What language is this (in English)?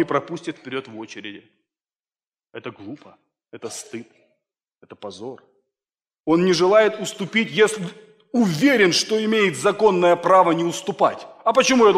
Russian